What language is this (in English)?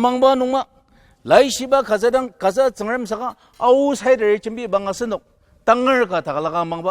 Ao Naga